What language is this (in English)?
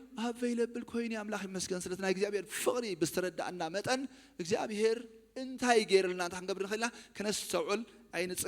Tigrinya